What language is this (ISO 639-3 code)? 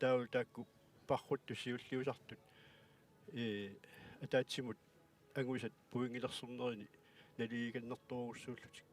kal